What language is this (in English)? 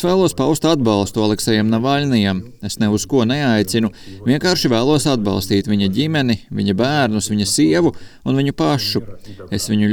Latvian